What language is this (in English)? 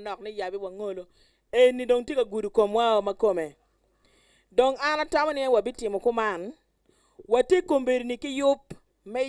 Acoli